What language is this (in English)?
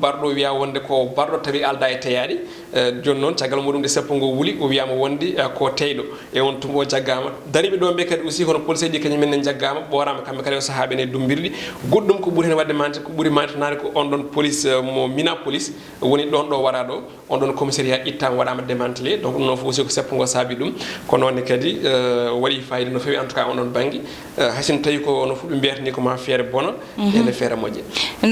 Fula